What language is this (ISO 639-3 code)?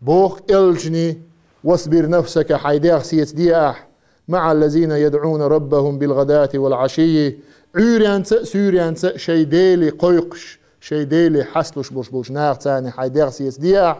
che